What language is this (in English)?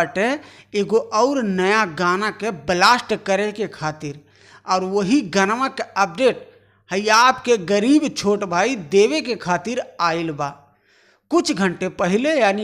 Bhojpuri